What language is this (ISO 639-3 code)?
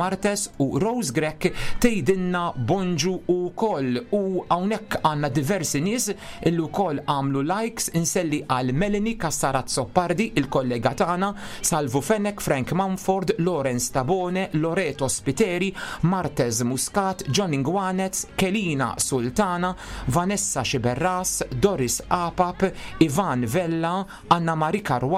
mlt